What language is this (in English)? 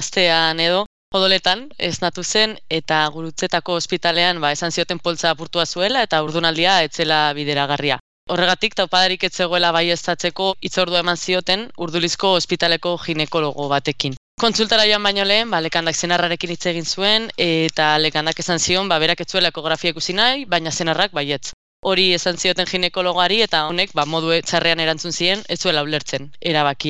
Basque